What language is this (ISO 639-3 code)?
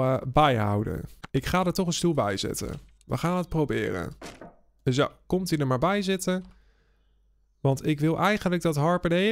nld